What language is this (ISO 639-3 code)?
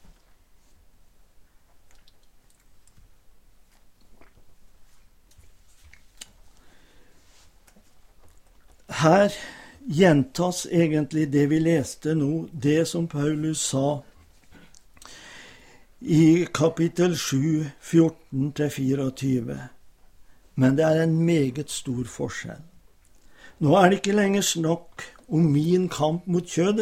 nor